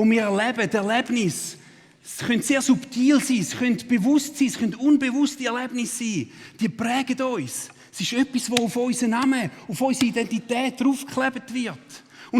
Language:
Swiss German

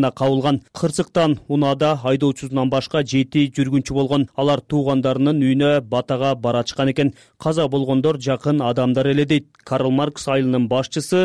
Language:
Kyrgyz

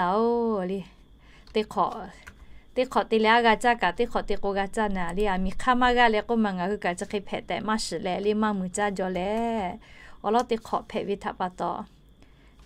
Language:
Lahu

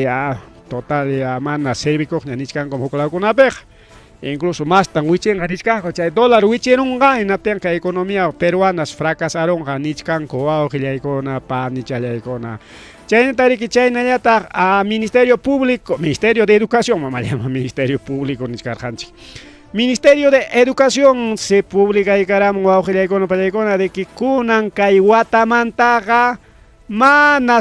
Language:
Ayacucho Quechua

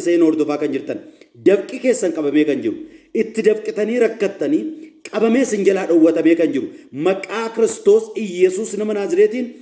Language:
Oromo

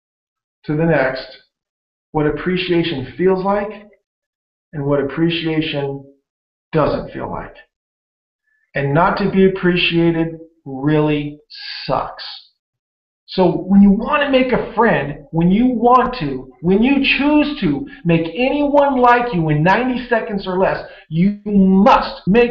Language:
English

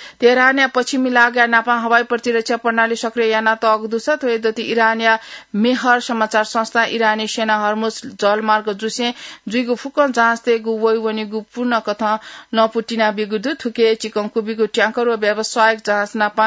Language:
Newari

